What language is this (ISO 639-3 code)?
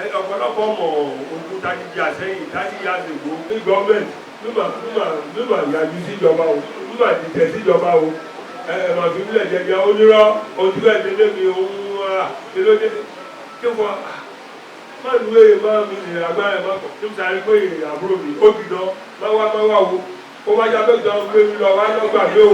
yor